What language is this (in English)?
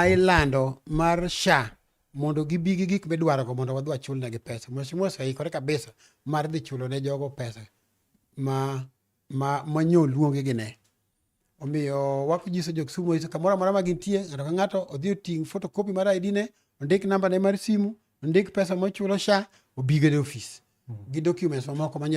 Luo (Kenya and Tanzania)